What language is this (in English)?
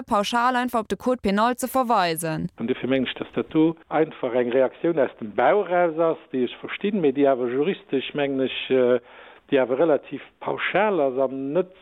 Luxembourgish